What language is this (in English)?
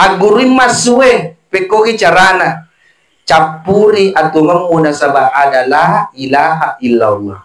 Buginese